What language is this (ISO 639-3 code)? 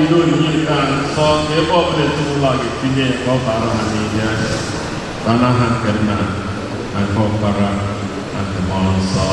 ibo